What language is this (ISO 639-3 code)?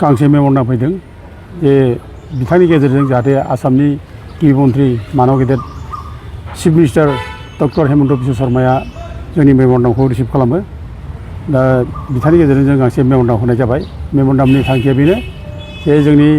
brx